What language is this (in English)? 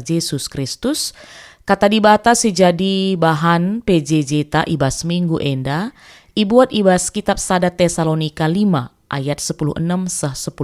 Batak Karo